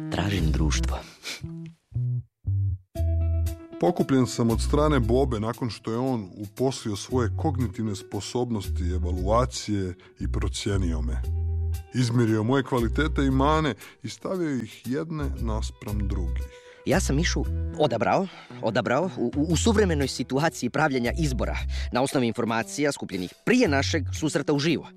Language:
Croatian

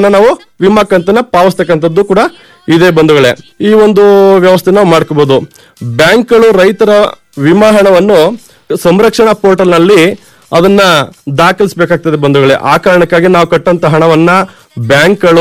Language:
Kannada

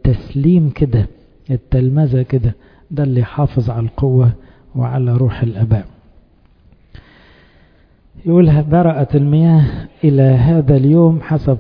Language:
Egyptian Arabic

